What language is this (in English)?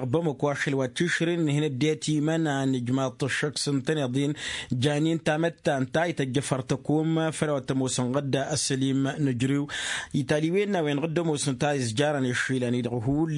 Tamasheq